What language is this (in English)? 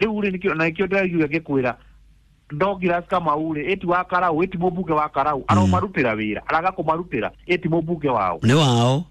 Kikuyu